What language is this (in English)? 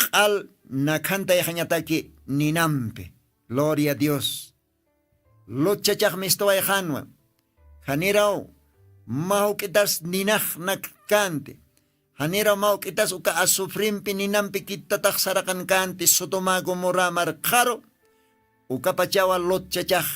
Aymara